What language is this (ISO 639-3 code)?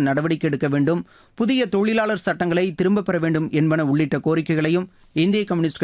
tam